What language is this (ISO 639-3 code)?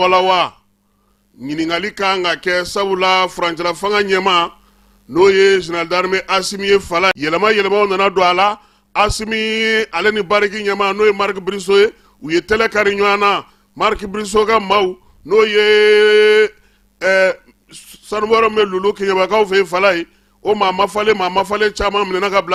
bam